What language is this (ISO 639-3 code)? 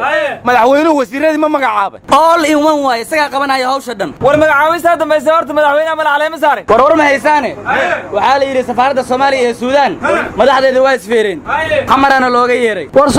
som